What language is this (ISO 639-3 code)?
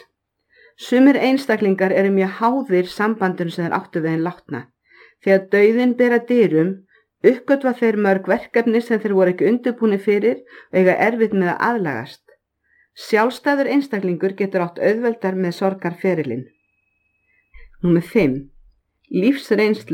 isl